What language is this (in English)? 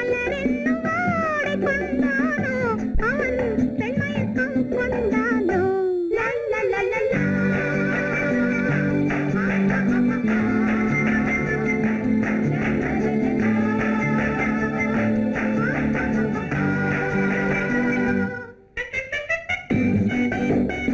Tamil